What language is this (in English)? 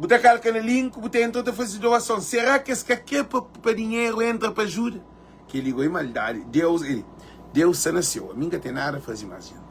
Kabuverdianu